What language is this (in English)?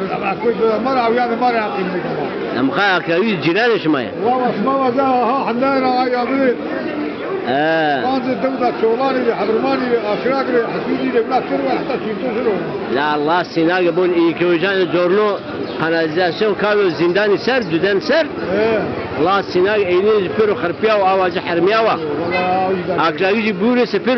Zaza